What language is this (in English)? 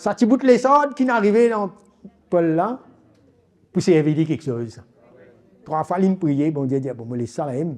Morisyen